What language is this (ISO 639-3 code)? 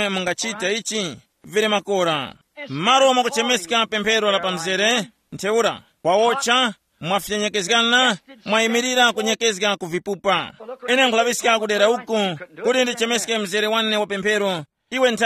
tum